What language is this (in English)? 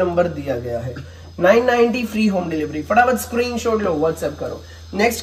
Hindi